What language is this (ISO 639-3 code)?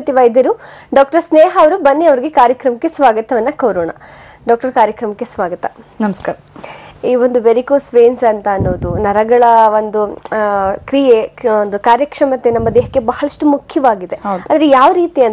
kan